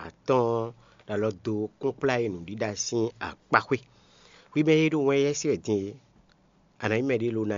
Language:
Fon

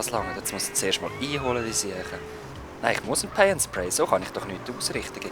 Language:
Swiss German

